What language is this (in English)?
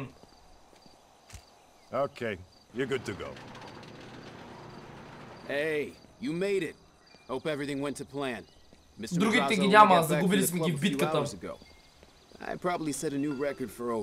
Bulgarian